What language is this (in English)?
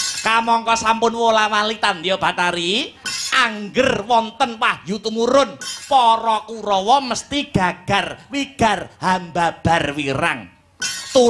Javanese